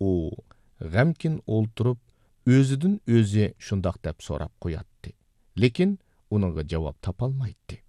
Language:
Uyghur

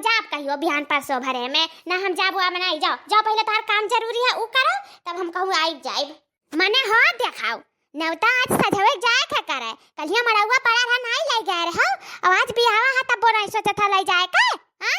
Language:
Awadhi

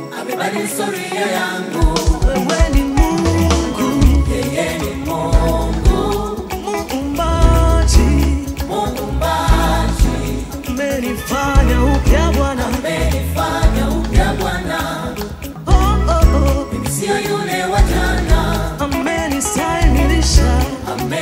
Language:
Swahili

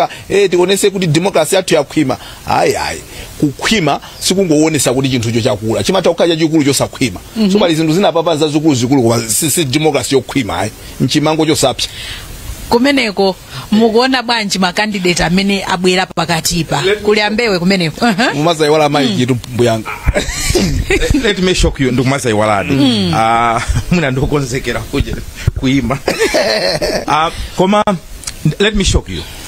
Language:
Nyanja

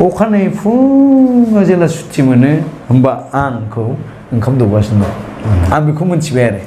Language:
Bodo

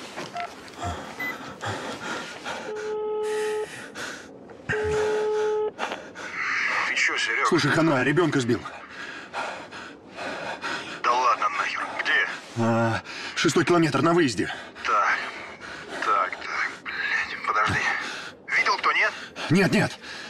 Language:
Russian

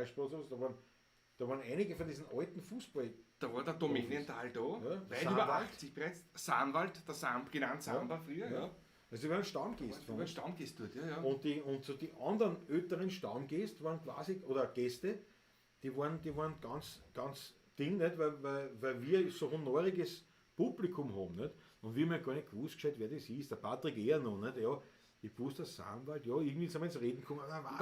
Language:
Bavarian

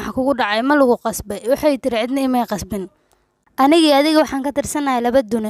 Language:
Somali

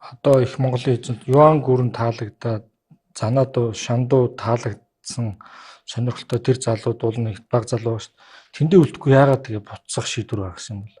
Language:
Mongolian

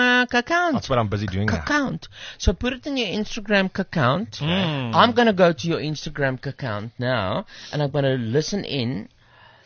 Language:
Afrikaans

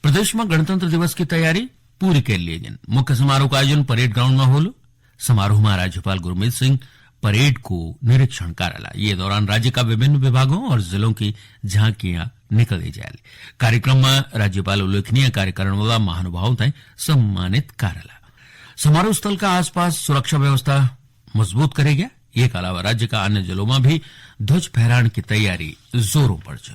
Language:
Garhwali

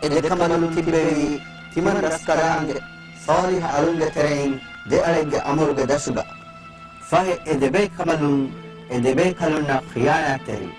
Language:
Divehi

